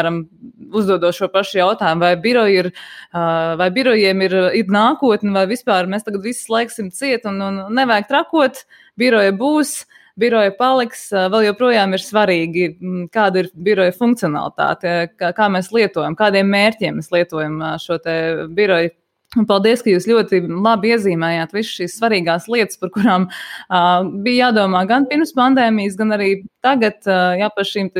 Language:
Latvian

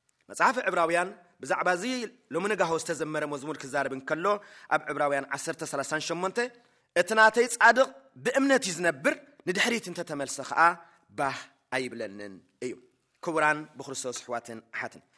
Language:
Tigrinya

